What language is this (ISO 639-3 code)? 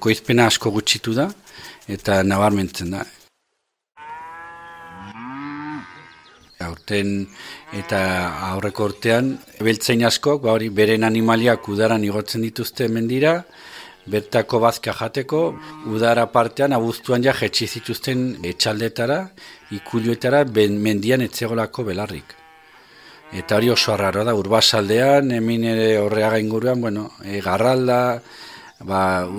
eus